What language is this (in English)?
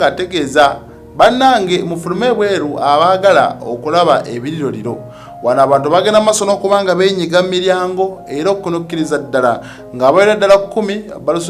Ganda